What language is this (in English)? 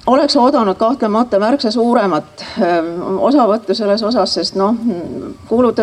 Estonian